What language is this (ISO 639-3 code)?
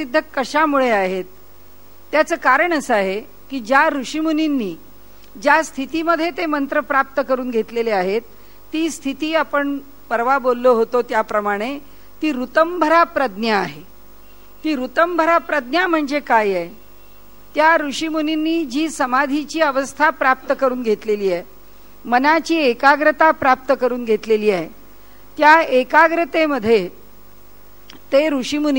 mar